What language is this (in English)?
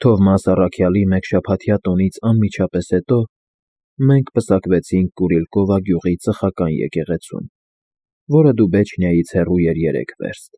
Armenian